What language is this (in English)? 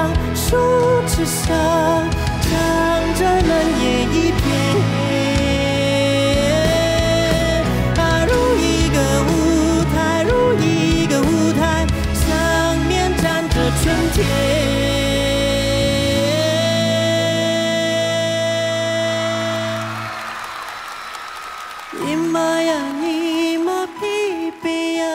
Chinese